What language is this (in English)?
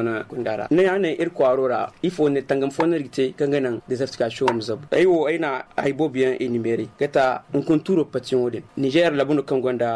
Zarma